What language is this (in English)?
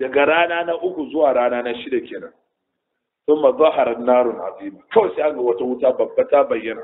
Hausa